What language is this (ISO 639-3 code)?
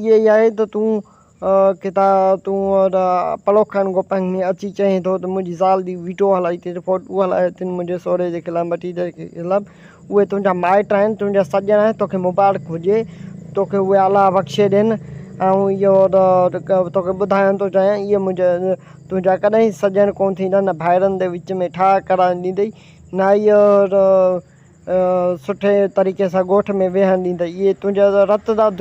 snd